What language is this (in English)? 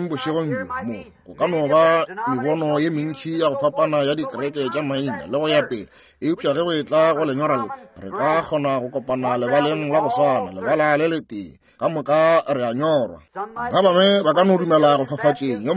Northern Sotho